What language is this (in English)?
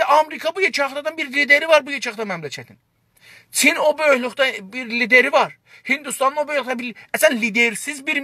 South Azerbaijani